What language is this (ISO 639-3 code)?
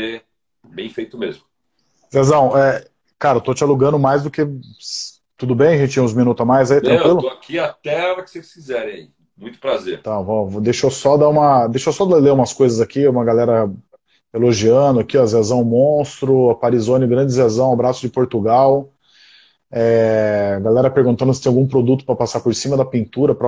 por